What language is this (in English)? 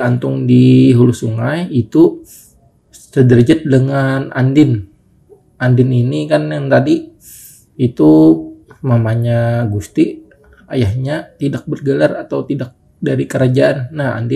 Banjar